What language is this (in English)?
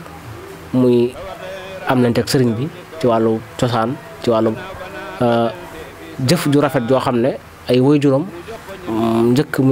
Wolof